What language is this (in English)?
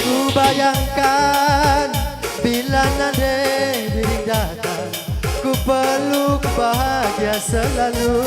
Batak Karo